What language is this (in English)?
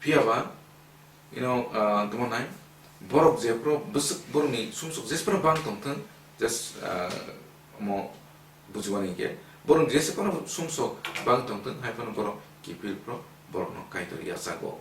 Kok Borok